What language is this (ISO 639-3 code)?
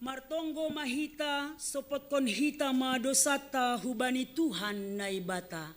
bts